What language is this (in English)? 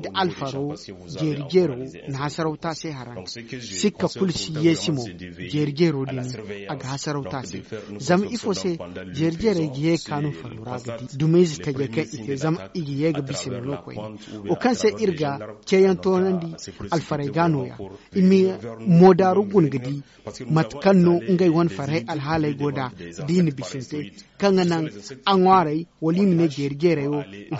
Zarma